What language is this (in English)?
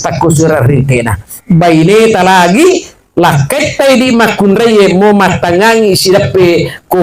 Buginese